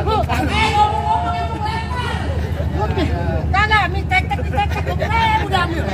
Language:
Betawi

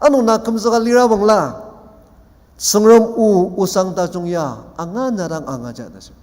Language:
Ao Naga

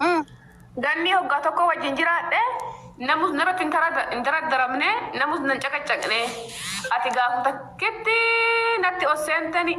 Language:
Oromo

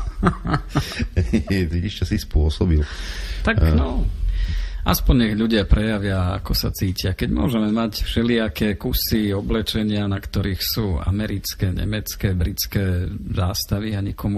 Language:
Slovak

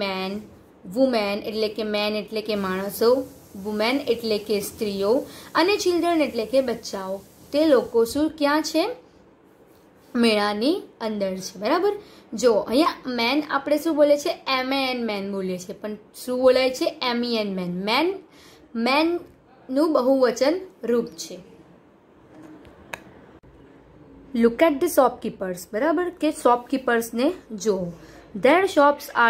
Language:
Gujarati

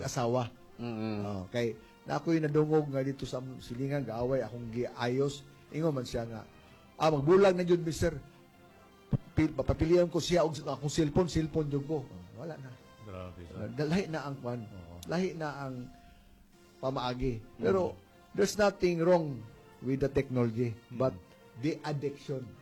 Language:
Cebuano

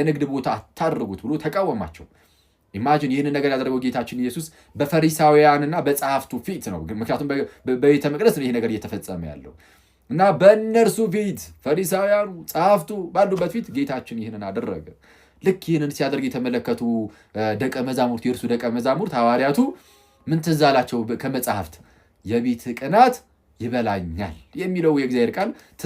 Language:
Amharic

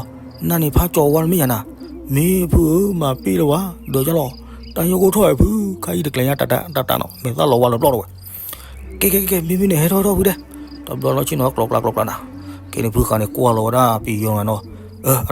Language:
S'gaw Karen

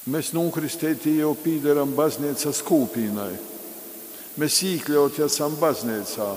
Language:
Latgalian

